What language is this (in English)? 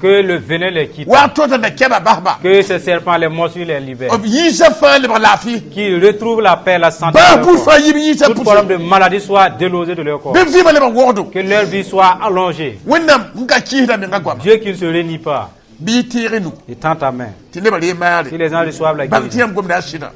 Mossi